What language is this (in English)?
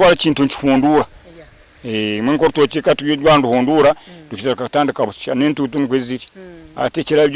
Nyankole